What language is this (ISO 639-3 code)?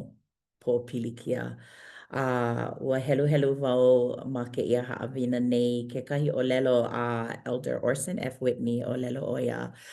haw